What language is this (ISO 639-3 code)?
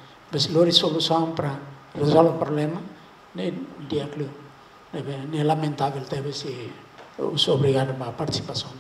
tet